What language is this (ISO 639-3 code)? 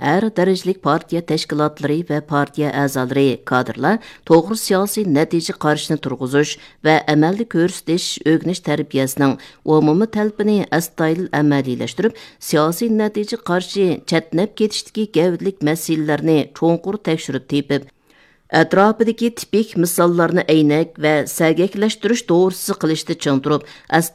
uig